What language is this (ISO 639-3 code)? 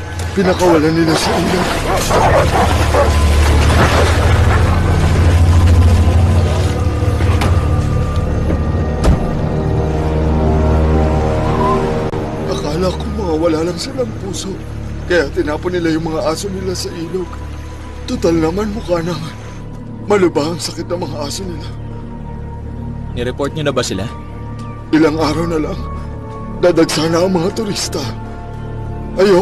fil